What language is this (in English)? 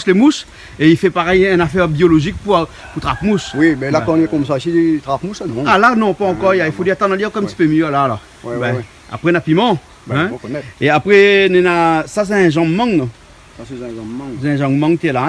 Réunion Creole French